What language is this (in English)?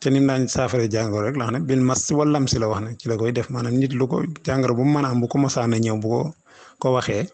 Wolof